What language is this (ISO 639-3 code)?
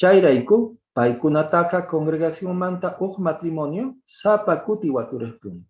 que